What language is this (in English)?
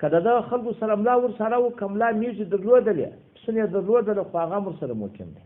Pashto